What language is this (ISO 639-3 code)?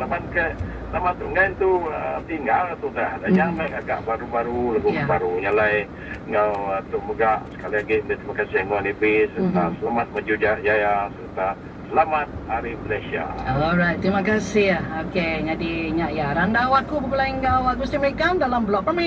iba